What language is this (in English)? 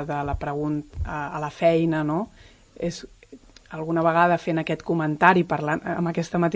Catalan